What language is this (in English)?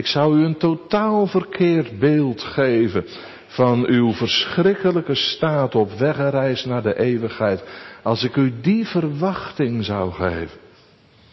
Dutch